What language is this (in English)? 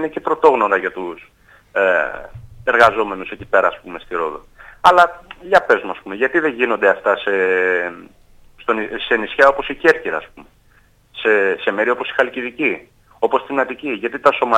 Greek